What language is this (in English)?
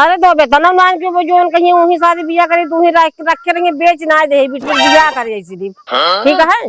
Awadhi